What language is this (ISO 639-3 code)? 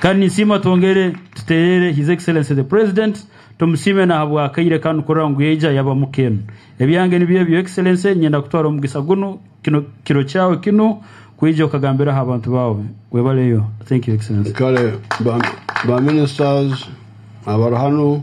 nyn